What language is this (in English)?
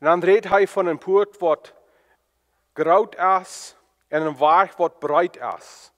Plautdietsch